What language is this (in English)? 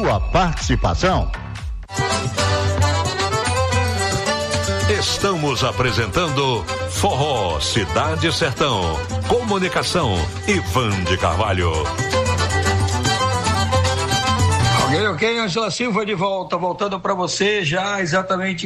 Portuguese